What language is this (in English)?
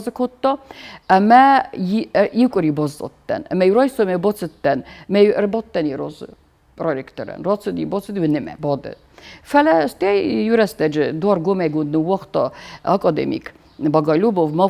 Ossetic